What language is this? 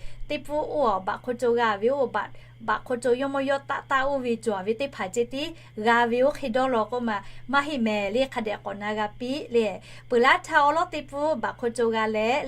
Lahu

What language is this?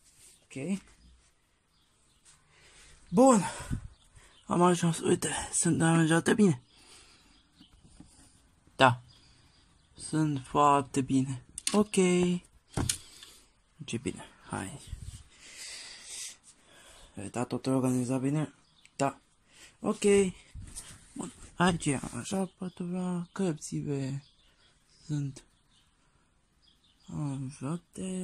Romanian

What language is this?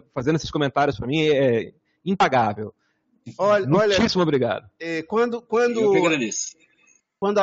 Portuguese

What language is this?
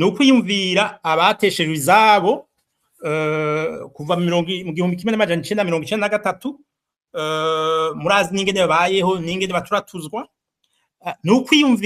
Rundi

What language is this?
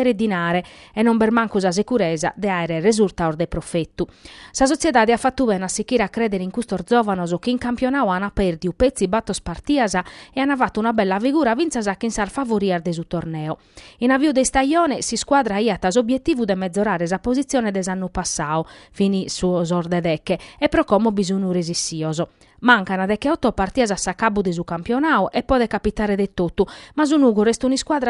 Sardinian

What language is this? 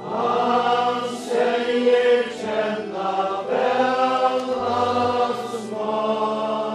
Faroese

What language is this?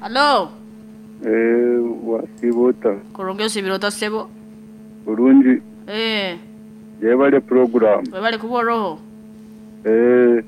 Nyankole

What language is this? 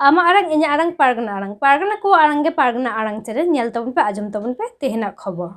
Santali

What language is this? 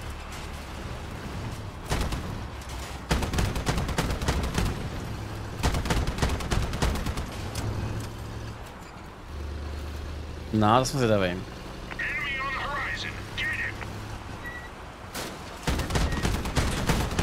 Czech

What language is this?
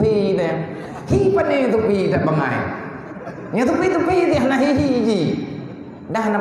Achinese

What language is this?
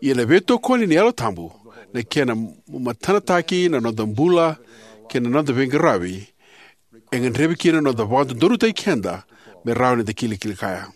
Fijian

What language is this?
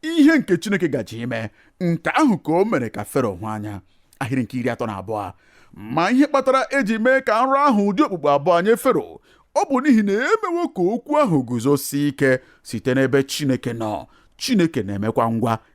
Igbo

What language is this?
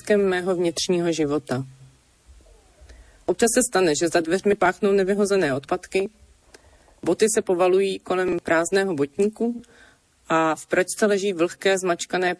Czech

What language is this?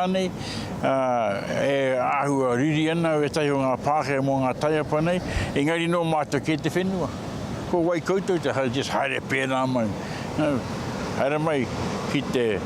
Māori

